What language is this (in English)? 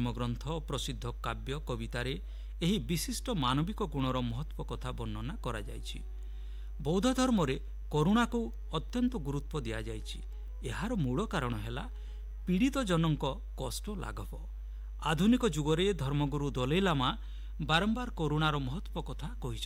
Odia